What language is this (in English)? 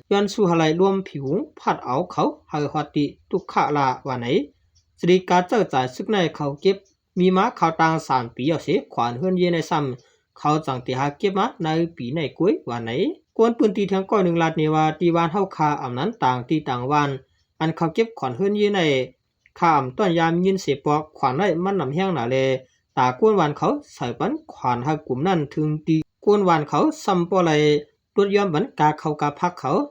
Shan